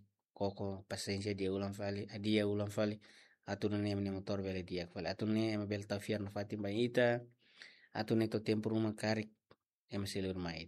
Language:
Tetum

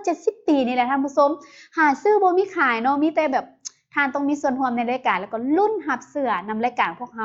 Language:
Lao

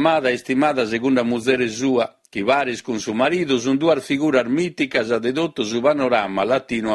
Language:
Sardinian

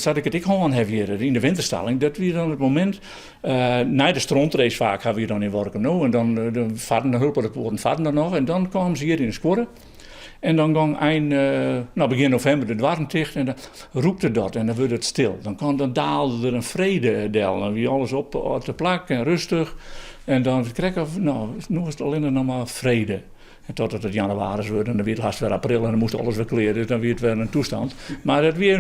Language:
Western Frisian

